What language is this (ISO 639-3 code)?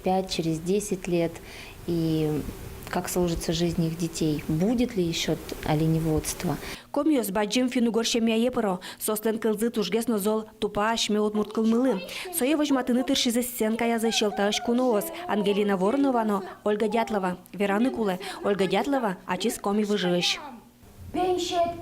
udm